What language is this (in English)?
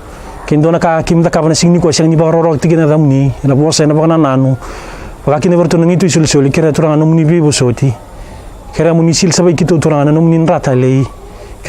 Fijian